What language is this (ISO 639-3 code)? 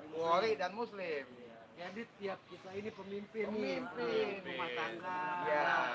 bew